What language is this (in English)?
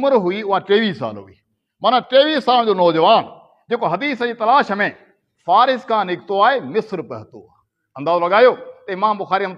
Sindhi